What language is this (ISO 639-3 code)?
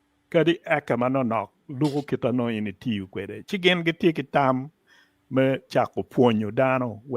ach